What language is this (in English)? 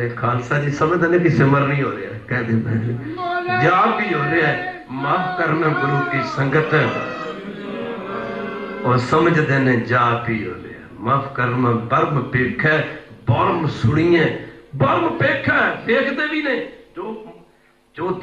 Punjabi